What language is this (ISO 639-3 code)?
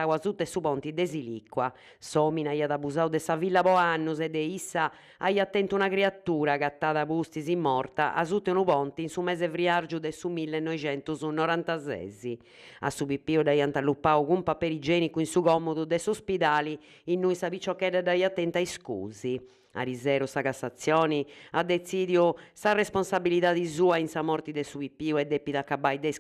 srd